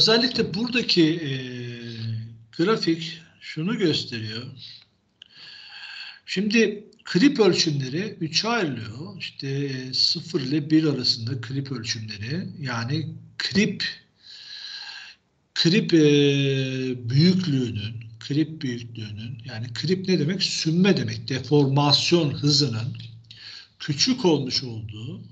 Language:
Turkish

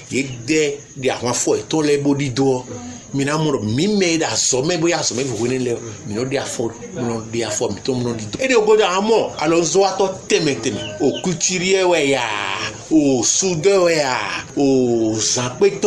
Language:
Fon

